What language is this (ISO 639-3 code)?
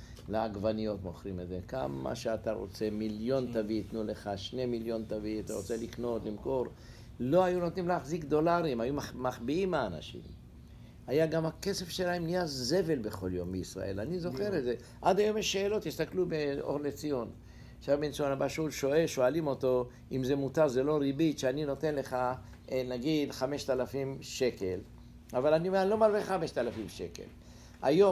heb